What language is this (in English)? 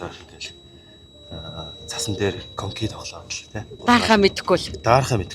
Mongolian